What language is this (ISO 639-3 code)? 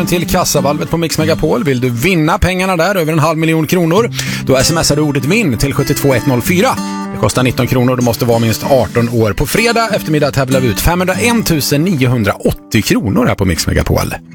swe